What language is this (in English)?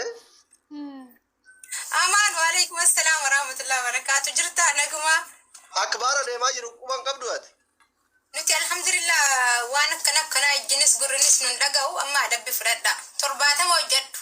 Oromo